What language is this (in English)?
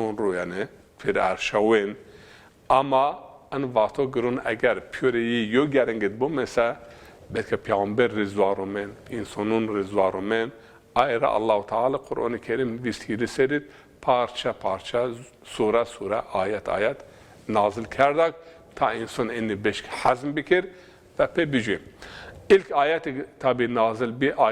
Zaza